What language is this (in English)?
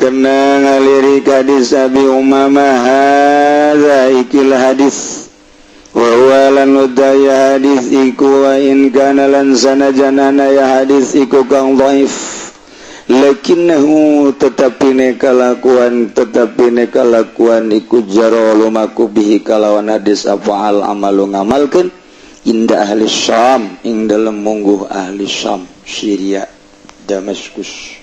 Sundanese